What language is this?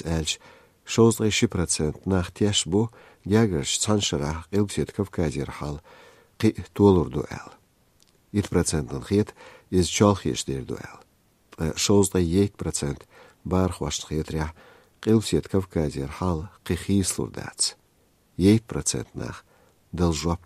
Chechen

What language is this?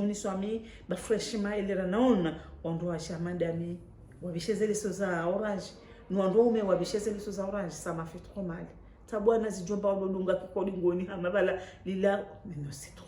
Ngazidja Comorian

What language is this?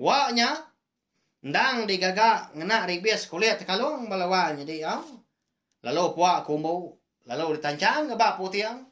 Iban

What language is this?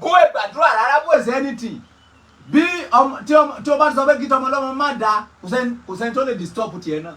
Yoruba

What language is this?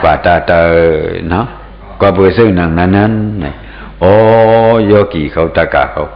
Shan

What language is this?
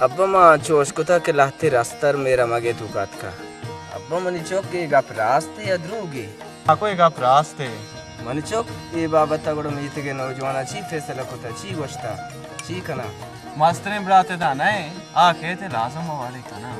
Baluchi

